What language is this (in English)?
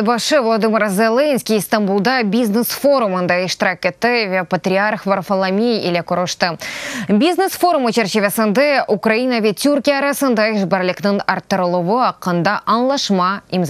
Crimean Tatar